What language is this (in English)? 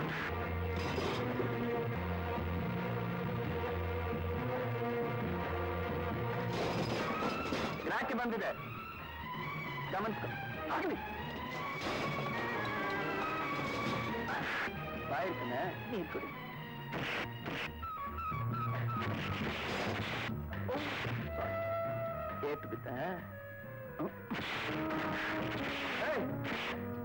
Kannada